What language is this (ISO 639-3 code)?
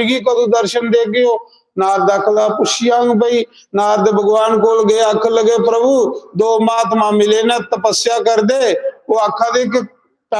doi